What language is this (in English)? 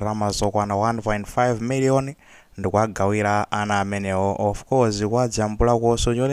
Nyanja